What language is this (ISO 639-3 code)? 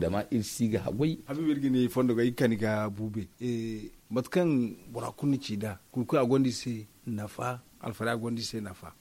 dje